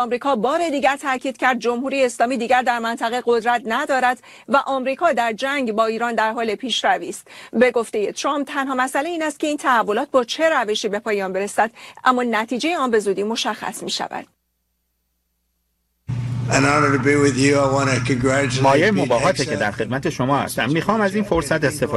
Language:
Persian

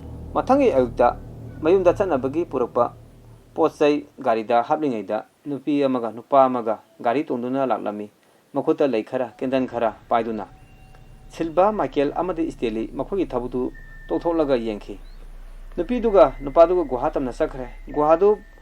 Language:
Manipuri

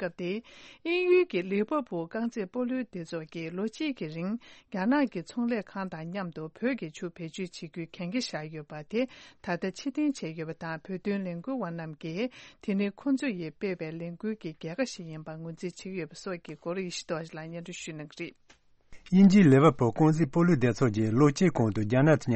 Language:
Tibetan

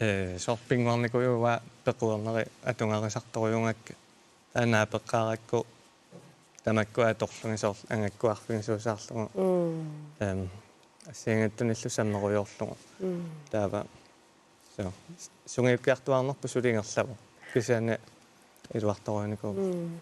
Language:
Kalaallisut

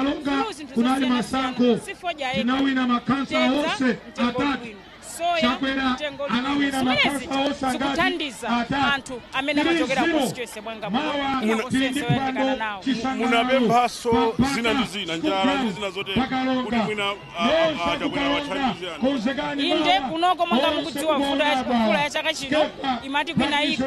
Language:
Nyanja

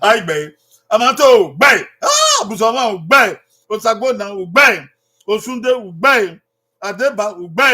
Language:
Bini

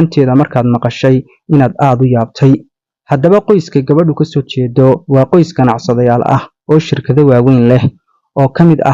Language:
Somali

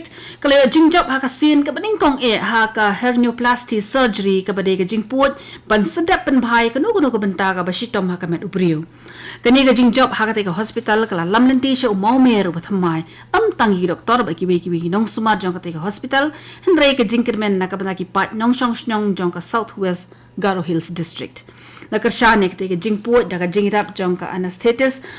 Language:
Khasi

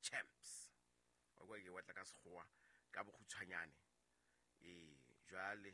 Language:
Southern Sotho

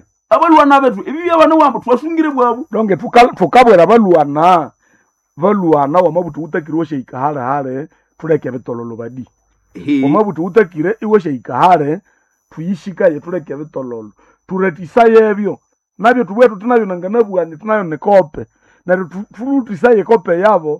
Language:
Nande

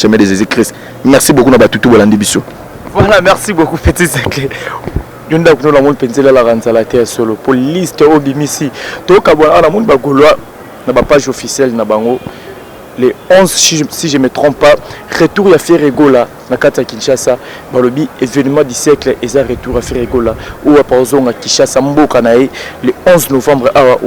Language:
Lingala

